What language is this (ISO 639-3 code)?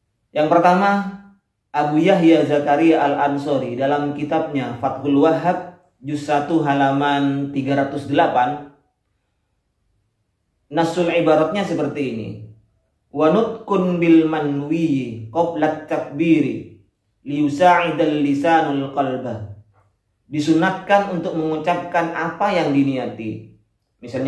ind